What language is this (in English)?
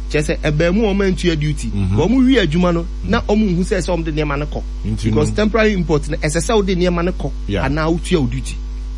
Akan